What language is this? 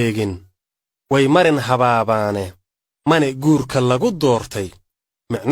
Somali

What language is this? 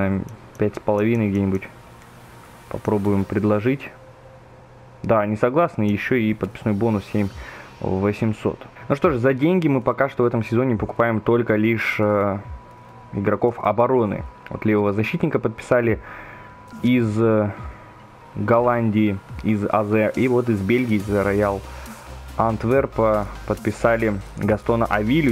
Russian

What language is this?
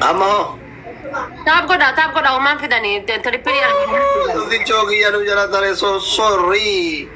Oromo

